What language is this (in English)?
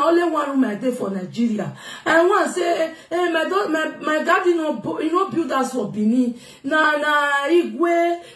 Nigerian Pidgin